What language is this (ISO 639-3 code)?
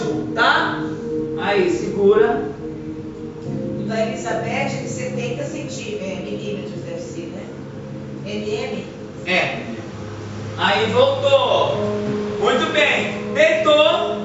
por